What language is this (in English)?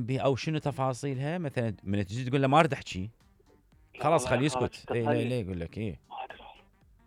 Mesopotamian Arabic